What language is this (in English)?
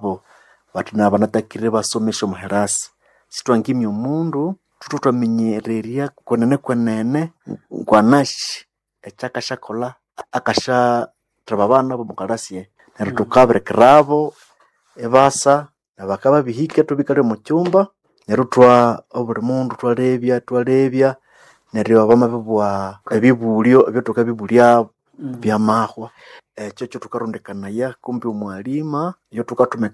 Nande